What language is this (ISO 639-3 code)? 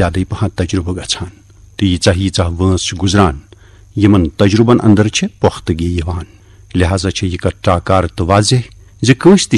kas